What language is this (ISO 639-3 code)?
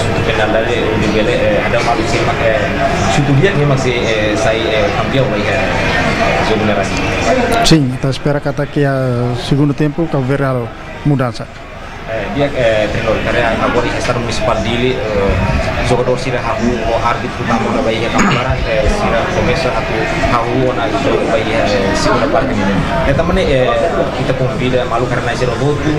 tet